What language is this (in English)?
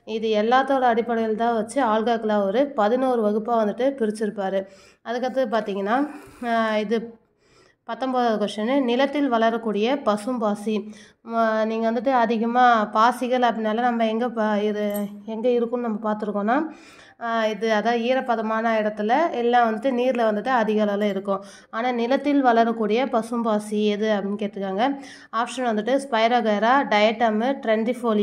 Tamil